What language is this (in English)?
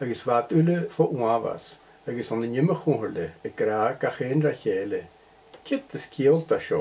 Scottish Gaelic